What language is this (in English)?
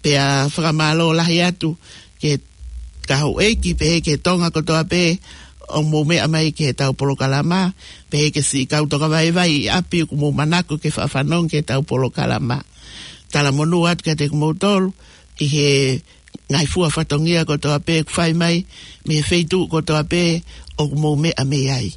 Tongan